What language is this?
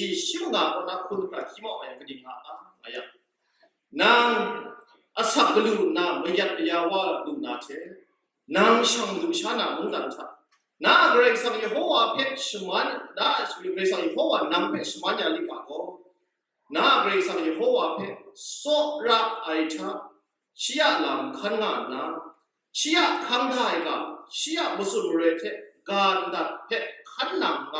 Kachin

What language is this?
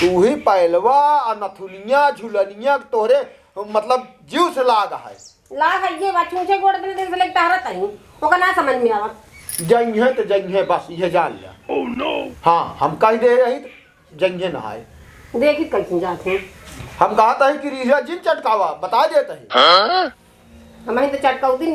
Awadhi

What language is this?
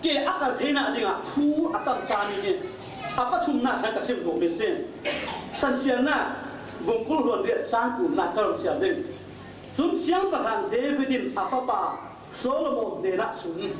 Falam Chin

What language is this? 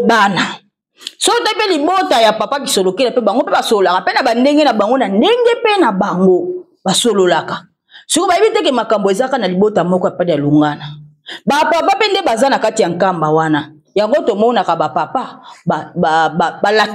Lingala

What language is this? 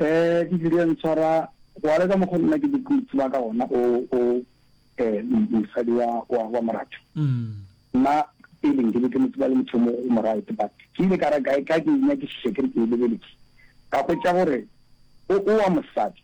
Northern Sotho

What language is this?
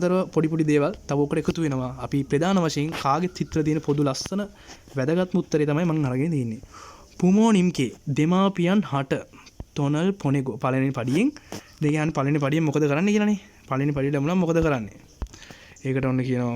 Sinhala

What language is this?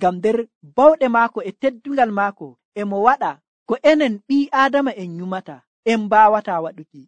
Nigerian Fulfulde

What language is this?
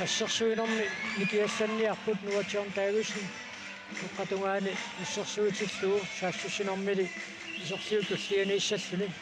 Kalaallisut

